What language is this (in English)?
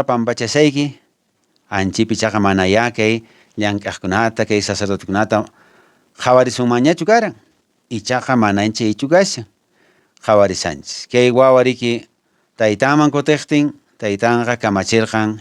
Quechua